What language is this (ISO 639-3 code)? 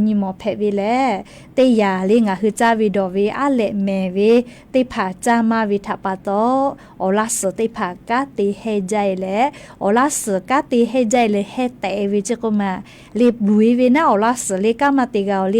lhu